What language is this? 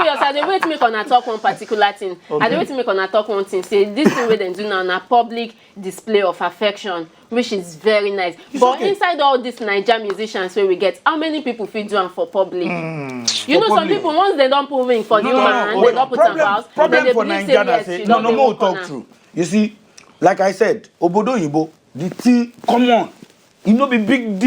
Nigerian Pidgin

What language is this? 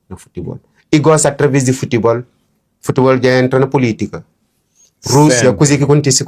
Kabuverdianu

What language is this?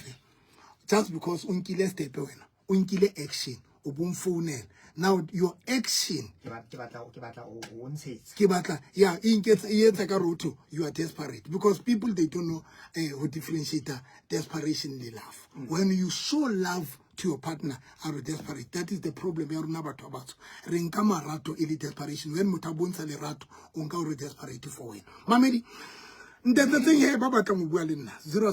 Southern Sotho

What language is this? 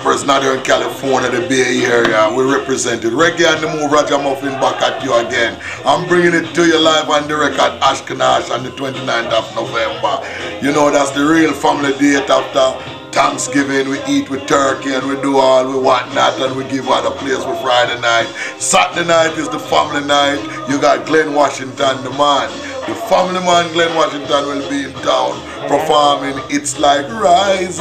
Jamaican Creole English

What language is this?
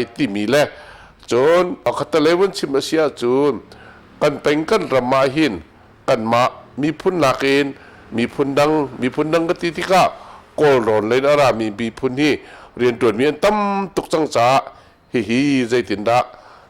Hakha Chin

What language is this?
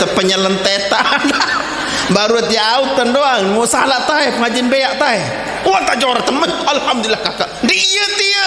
Sasak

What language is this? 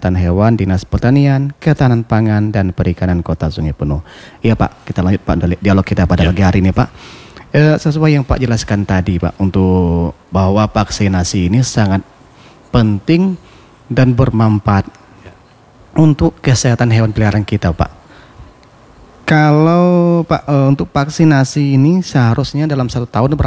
Indonesian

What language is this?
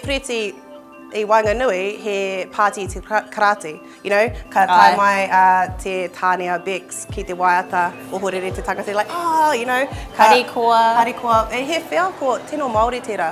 Māori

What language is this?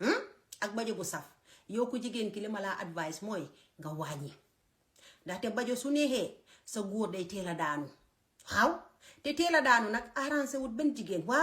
Wolof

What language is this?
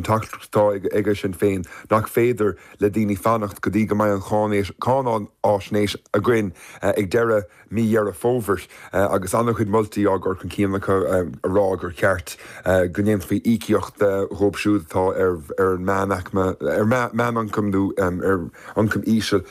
Irish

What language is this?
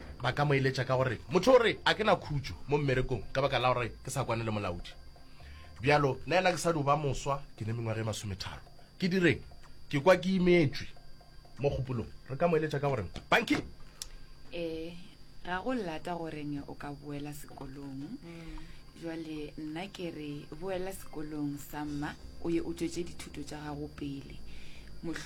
Northern Sotho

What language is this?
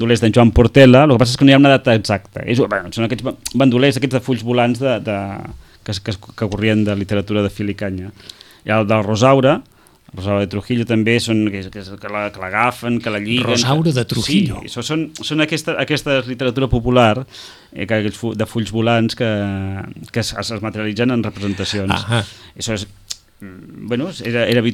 Catalan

